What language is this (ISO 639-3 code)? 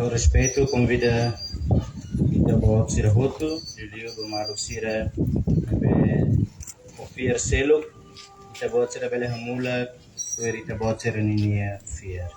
tet